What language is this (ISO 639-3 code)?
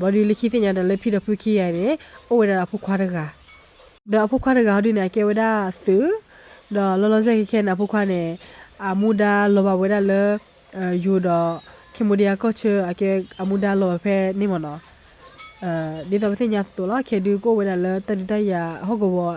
ksw